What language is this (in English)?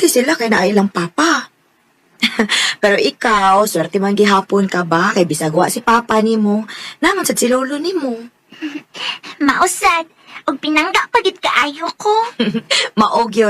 Cebuano